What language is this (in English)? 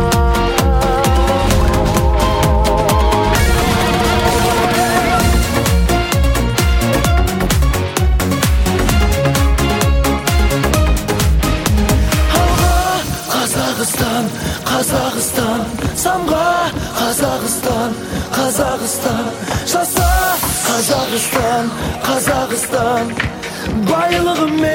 Kazakh